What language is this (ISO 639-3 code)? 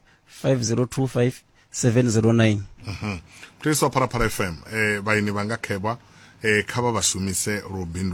ven